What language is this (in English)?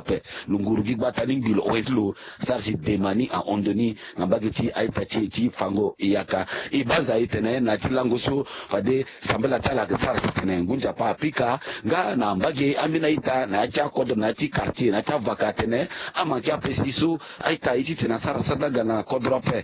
Sango